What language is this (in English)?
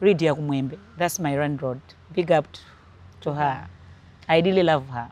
Nyanja